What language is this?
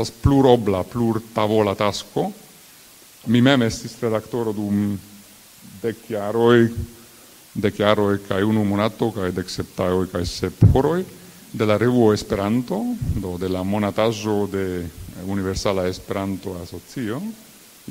Esperanto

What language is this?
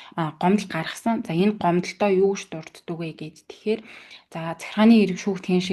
Mongolian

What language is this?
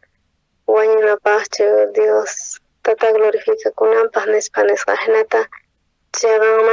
South Bolivian Quechua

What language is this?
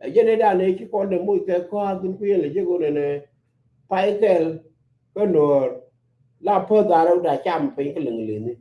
Nuer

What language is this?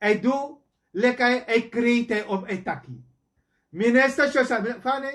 Sranan Tongo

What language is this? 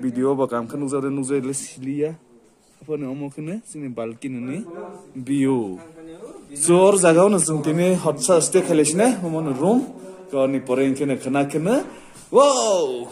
Kok Borok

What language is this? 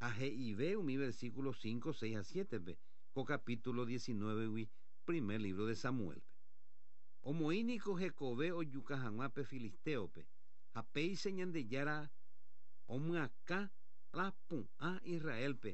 Guarani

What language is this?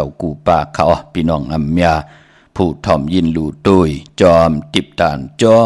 Shan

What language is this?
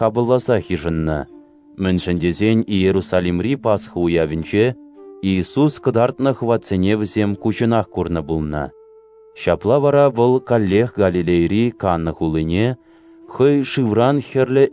Chuvash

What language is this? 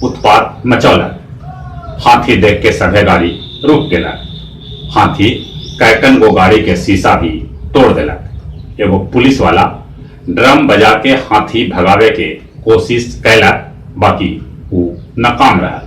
Magahi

